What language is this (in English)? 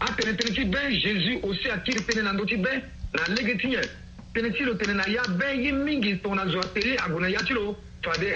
Sango